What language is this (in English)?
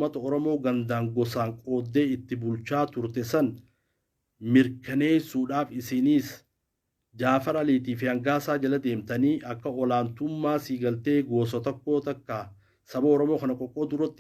Oromo